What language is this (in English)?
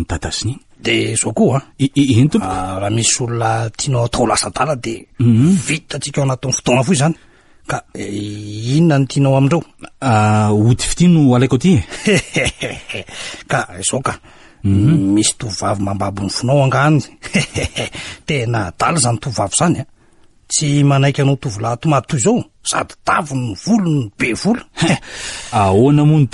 Malagasy